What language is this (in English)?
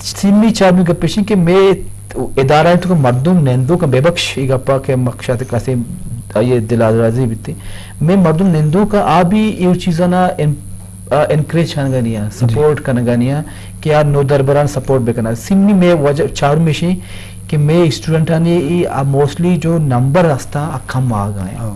Eastern Balochi